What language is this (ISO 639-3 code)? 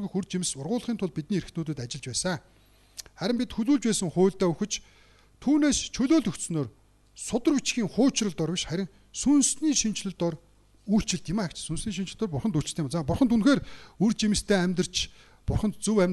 mon